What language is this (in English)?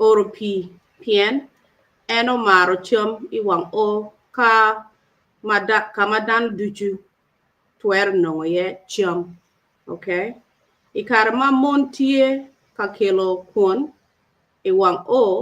Acoli